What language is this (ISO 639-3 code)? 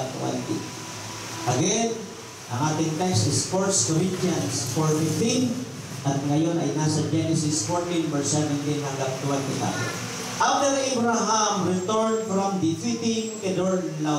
fil